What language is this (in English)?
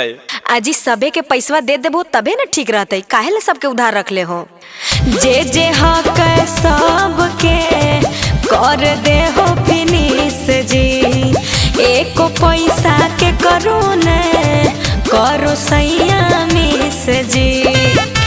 Magahi